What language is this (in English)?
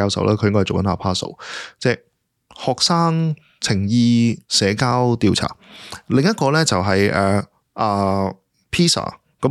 Cantonese